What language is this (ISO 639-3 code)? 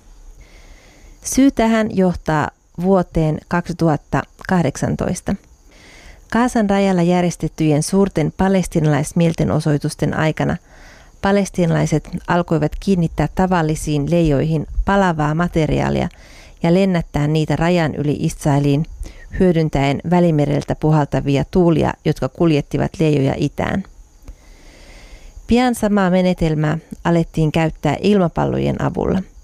fin